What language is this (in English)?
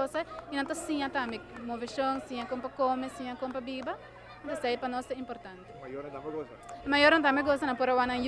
Papiamento